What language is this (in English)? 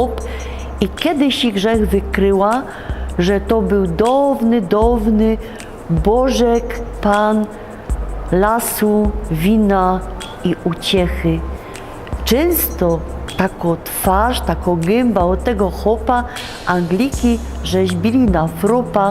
Silesian